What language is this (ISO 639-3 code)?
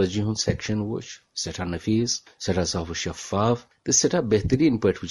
kas